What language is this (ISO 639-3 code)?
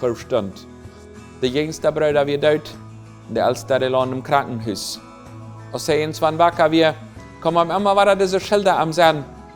pdt